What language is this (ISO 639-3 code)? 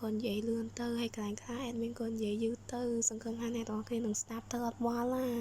khm